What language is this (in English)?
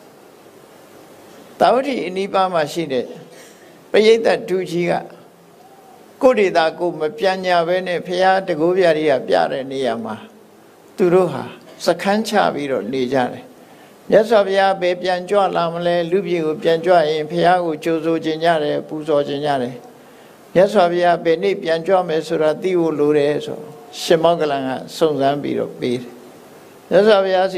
Burmese